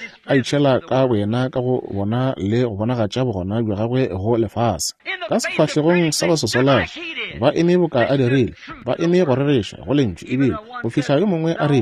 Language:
Northern Sotho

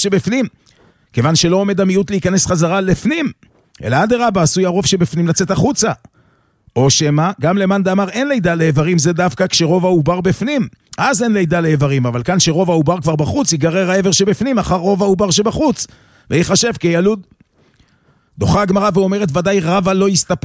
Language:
Hebrew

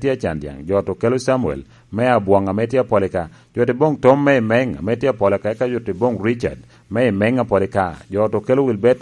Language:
Lango (Uganda)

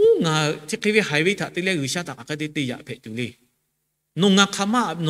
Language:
Lahu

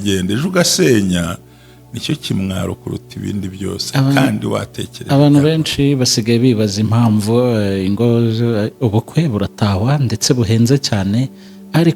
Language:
Kinyarwanda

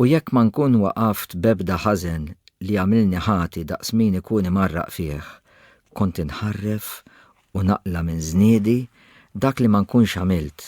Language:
Maltese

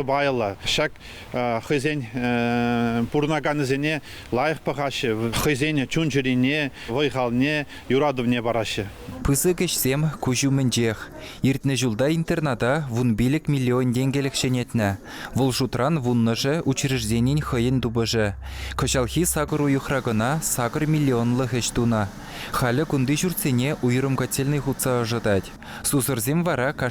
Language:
Chuvash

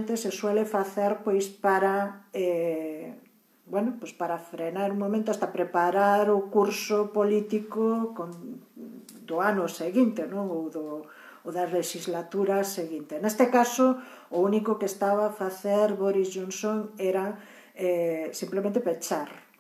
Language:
Galician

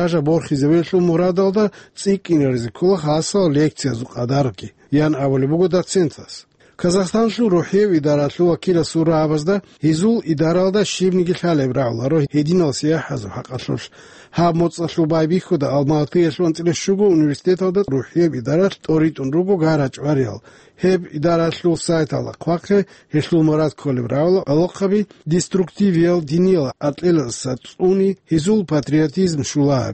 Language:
Avaric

